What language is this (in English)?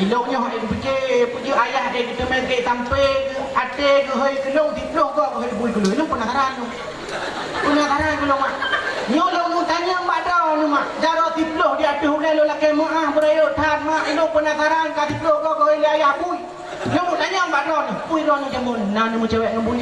Achinese